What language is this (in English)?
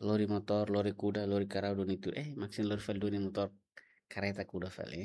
Tetum